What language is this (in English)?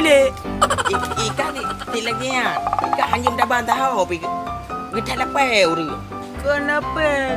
Achinese